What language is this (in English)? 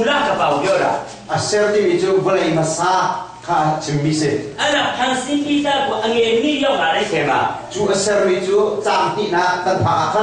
Hakha Chin